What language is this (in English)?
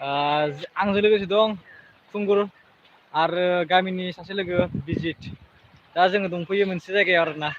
Bodo